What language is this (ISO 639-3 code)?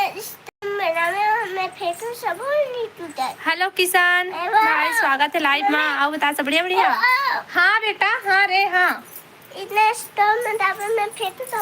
hne